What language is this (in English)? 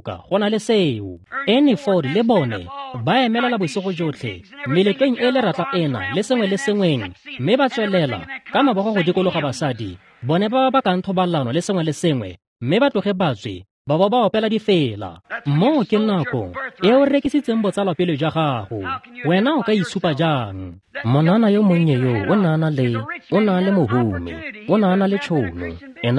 Tswana